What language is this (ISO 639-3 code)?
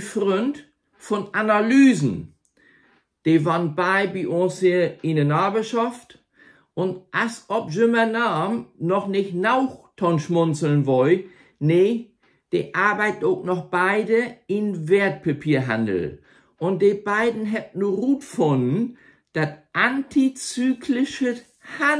nds